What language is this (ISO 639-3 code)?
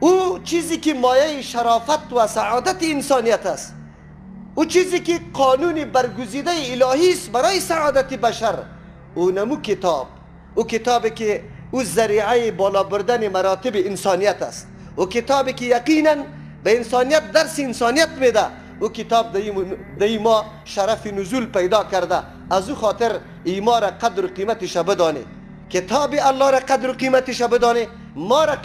fas